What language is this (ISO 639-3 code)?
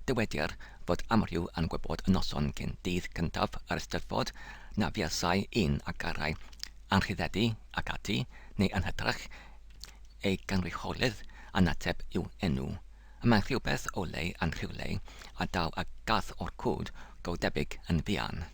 cym